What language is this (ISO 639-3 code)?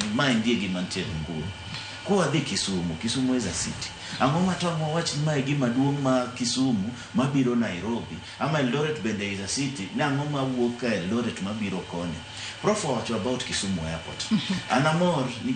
luo